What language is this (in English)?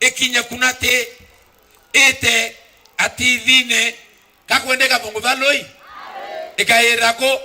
Meru